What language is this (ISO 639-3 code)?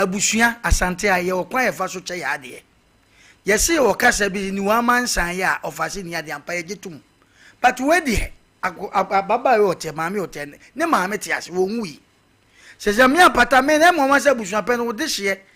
aka